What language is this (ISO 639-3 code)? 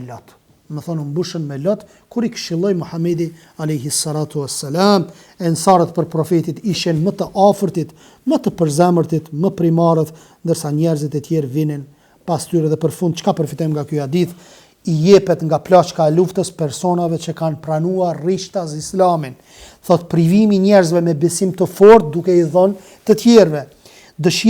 sqi